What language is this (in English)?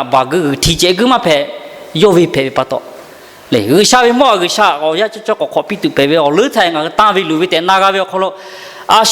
Lahu